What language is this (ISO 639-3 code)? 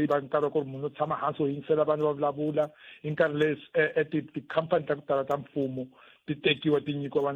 tso